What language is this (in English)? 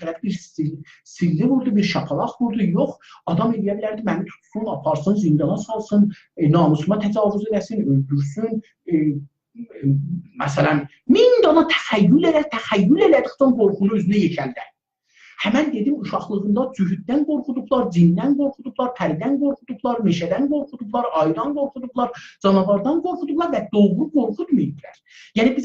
South Azerbaijani